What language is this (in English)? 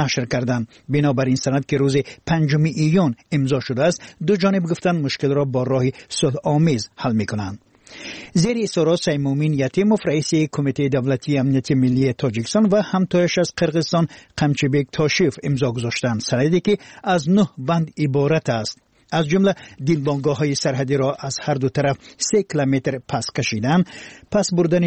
Persian